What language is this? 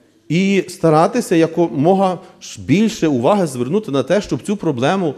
Ukrainian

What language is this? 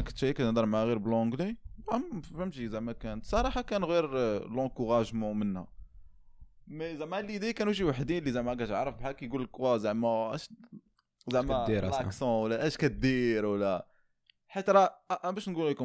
Moroccan Arabic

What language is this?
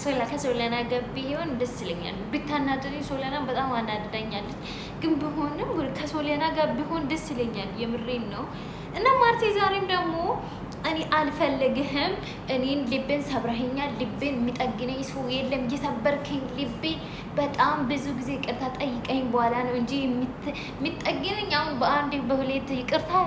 Amharic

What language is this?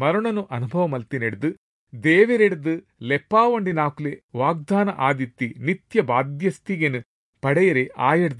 Tulu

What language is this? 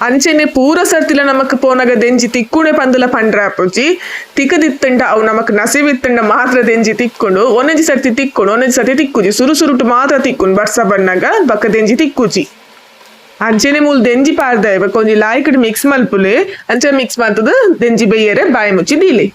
Tulu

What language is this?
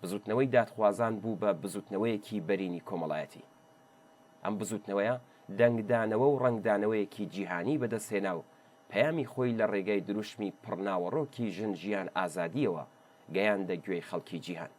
Central Kurdish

